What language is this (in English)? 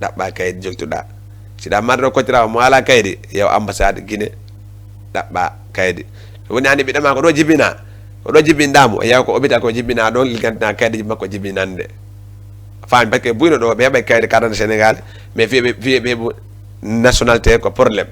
Fula